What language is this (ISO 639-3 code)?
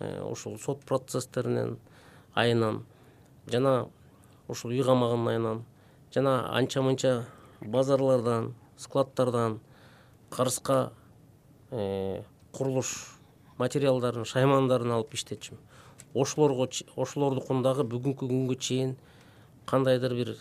kir